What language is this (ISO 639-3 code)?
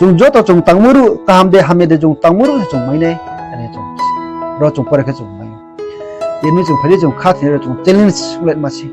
ria